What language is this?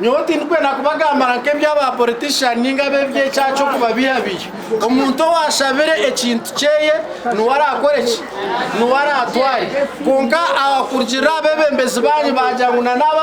Nyankole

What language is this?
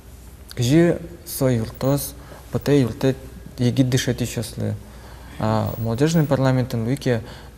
Udmurt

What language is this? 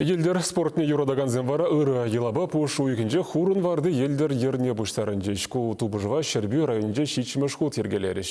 Chuvash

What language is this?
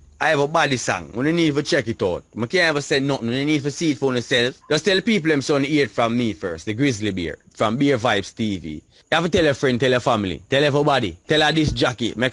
Jamaican Creole English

